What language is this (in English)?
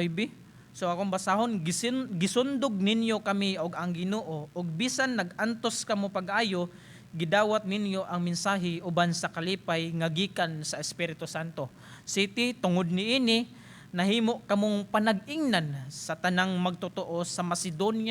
Cebuano